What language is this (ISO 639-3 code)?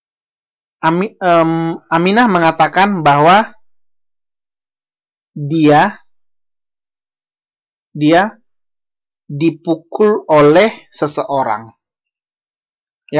ind